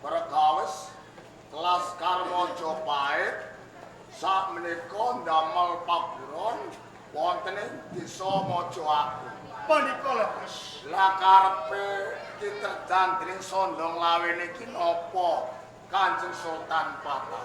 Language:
Javanese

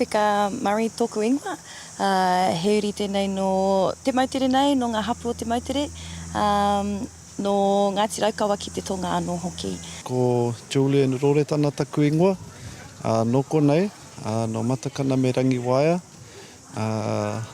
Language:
Māori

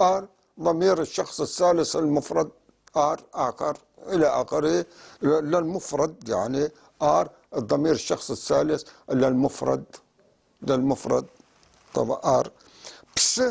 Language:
North Levantine Arabic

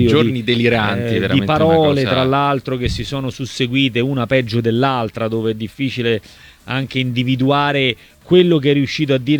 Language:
Italian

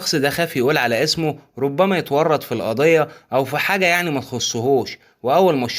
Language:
Egyptian Arabic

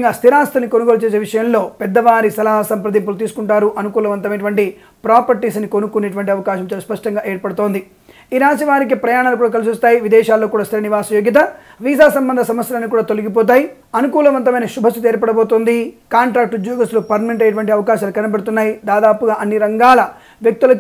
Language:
Telugu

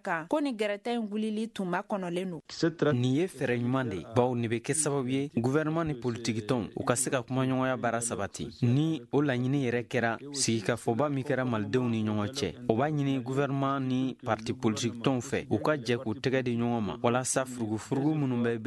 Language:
Bambara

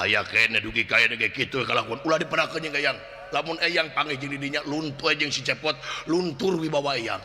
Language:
Sundanese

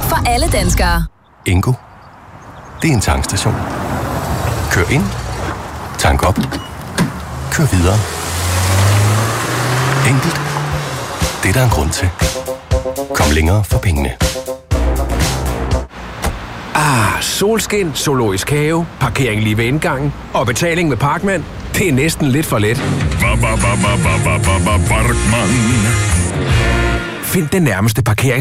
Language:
Danish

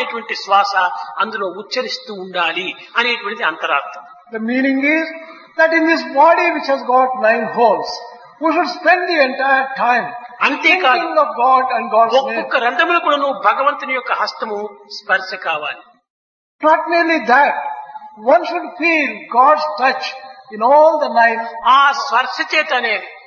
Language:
Telugu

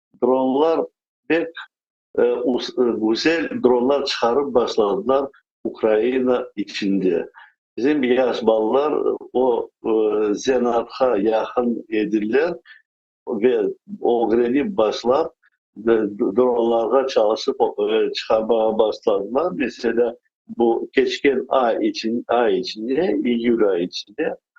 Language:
Crimean Tatar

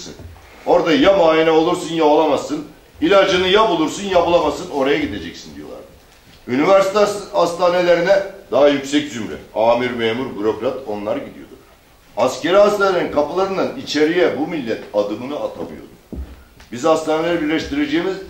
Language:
Turkish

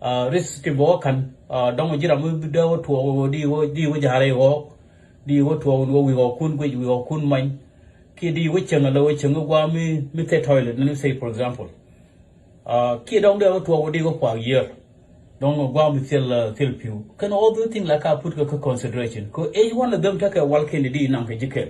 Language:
Nuer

